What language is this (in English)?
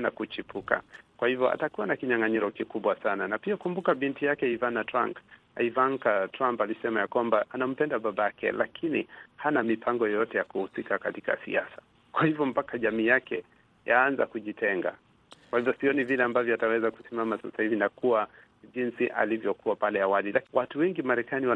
Swahili